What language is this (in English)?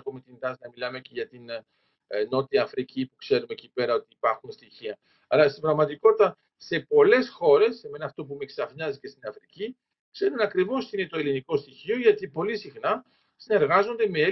Greek